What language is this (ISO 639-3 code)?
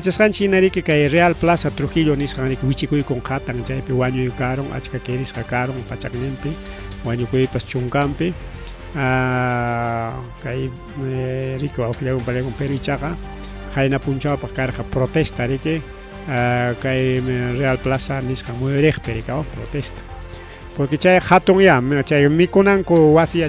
quy